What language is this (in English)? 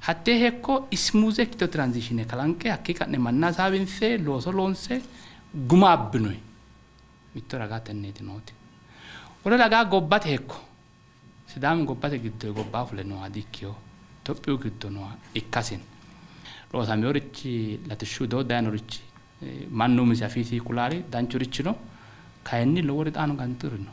Sidamo